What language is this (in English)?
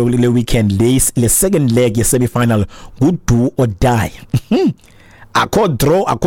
Xhosa